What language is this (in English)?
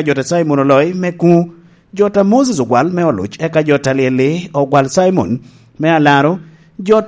Lango (Uganda)